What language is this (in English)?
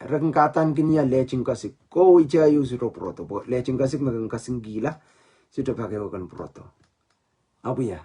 Pohnpeian